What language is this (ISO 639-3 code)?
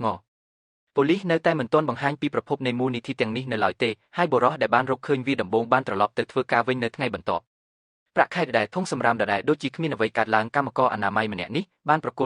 khm